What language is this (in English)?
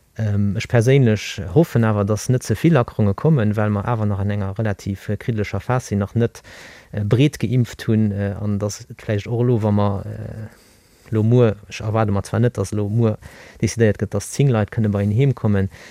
Luxembourgish